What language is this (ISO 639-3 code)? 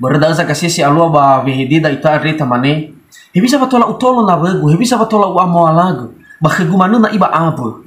nia